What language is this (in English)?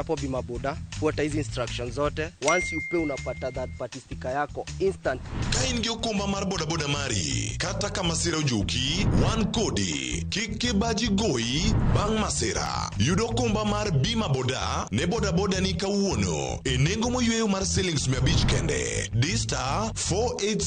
Luo (Kenya and Tanzania)